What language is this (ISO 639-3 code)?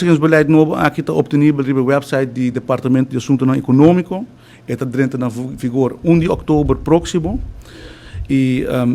pap